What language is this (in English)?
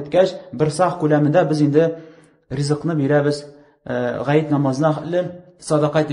Tatar